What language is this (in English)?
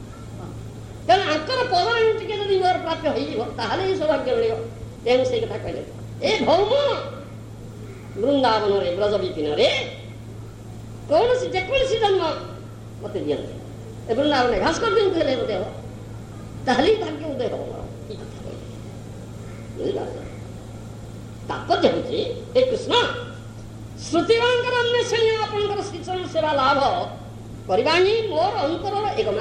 Odia